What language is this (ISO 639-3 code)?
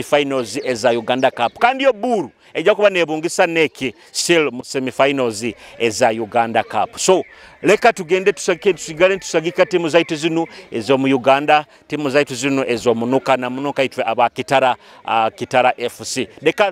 nyo